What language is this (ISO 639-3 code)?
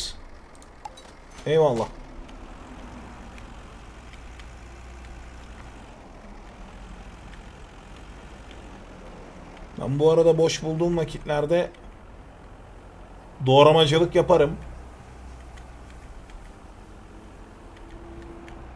tur